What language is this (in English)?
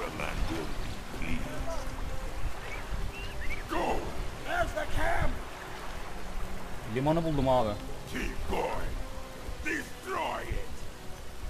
Turkish